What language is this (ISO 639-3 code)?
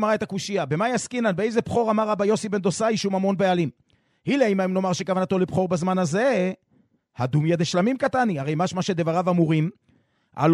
heb